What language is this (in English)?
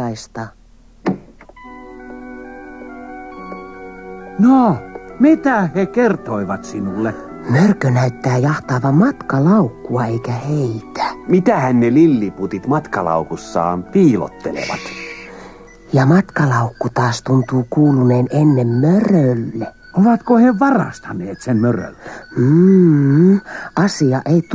Finnish